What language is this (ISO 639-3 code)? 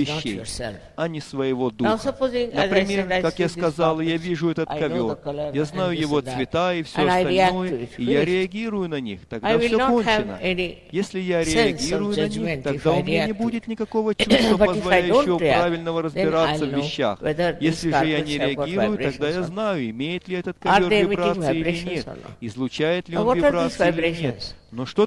rus